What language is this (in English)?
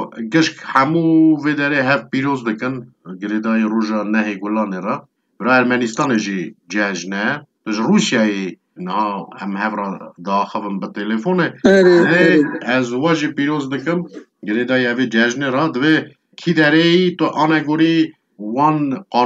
Kurdish